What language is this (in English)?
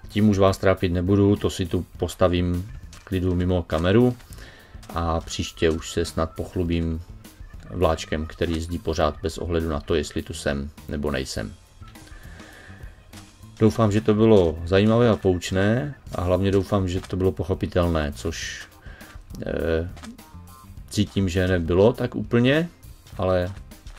Czech